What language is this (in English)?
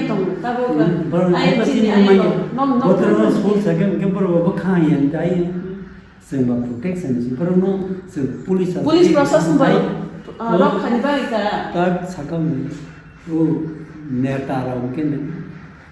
Kok Borok